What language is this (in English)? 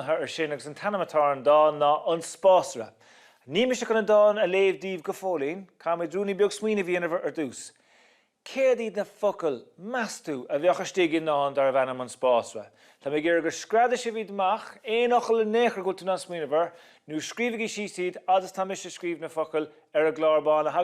Irish